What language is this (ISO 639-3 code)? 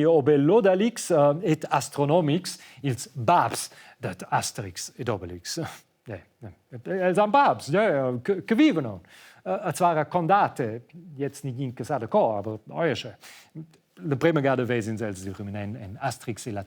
roh